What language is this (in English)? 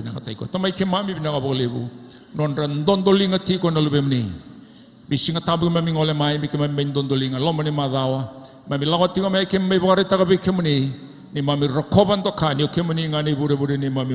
Fijian